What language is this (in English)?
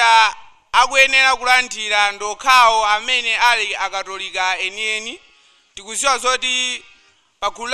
Nyanja